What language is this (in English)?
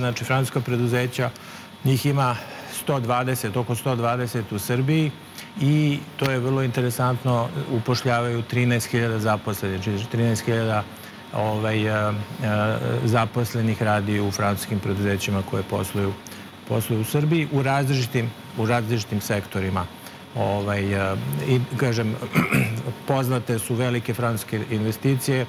Serbian